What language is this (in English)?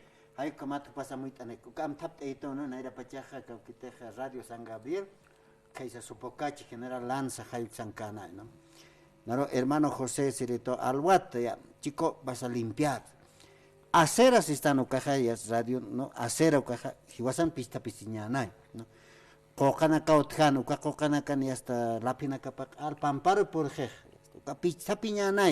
Aymara